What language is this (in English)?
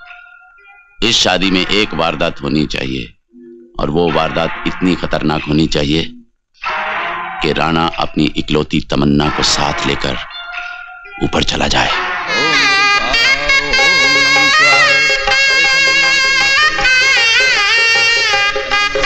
Hindi